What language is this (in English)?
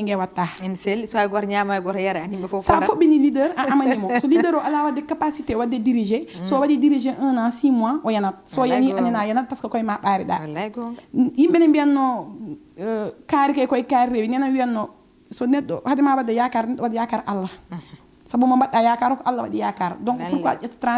Fula